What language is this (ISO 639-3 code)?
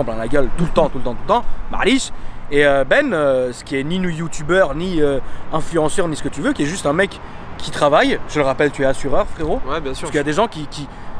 fra